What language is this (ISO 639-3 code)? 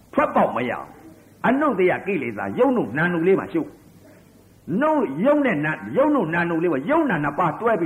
mya